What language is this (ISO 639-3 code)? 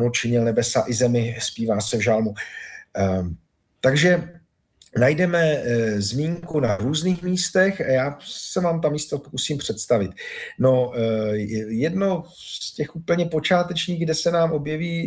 ces